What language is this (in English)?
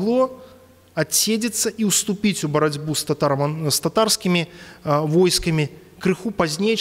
Belarusian